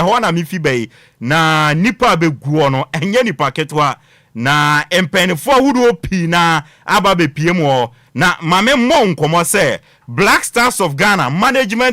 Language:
Akan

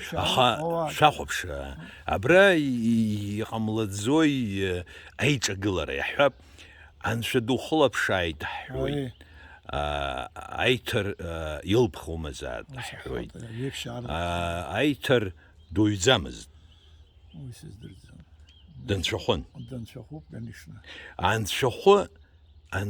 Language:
Abkhazian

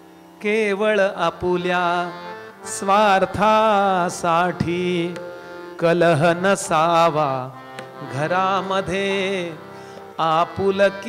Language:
Marathi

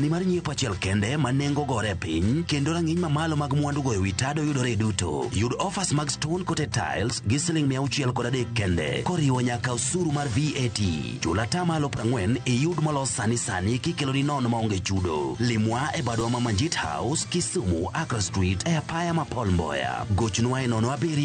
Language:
Luo (Kenya and Tanzania)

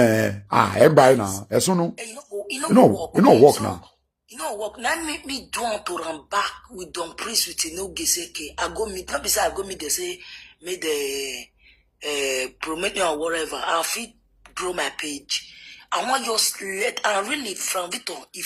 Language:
Nigerian Pidgin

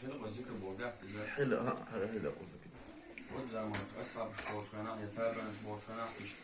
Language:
Chechen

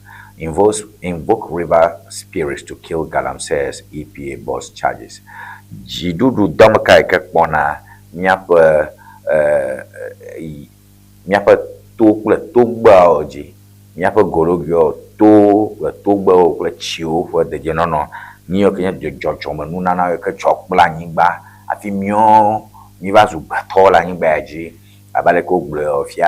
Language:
Ewe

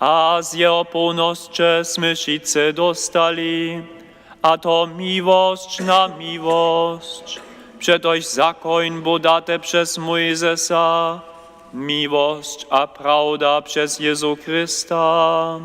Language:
Upper Sorbian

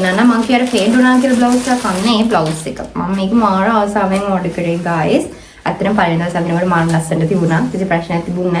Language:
Sinhala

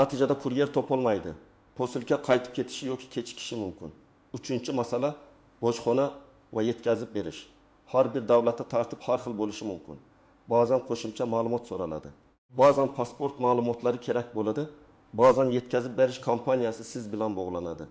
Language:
Uzbek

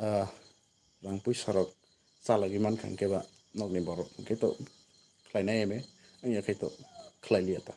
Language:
Kok Borok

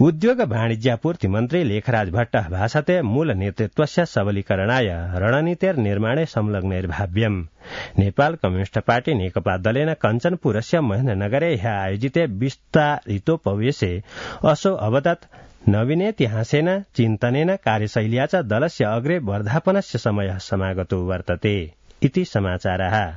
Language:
Sanskrit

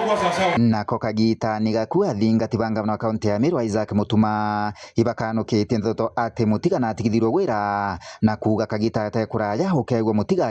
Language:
Meru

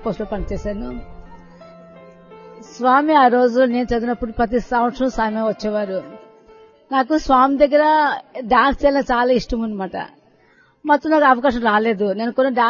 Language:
Telugu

